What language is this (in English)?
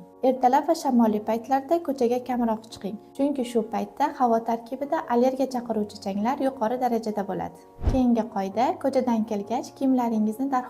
Uzbek